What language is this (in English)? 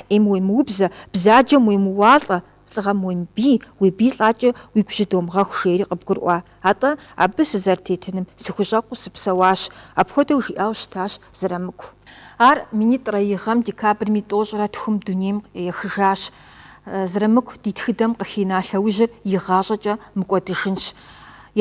Kabardian